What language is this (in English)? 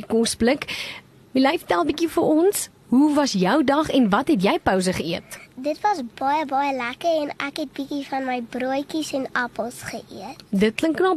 Afrikaans